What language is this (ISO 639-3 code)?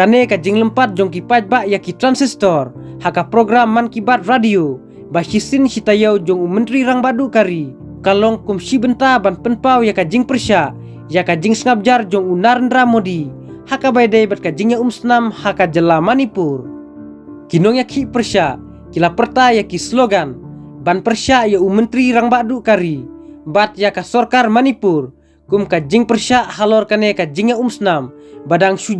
kha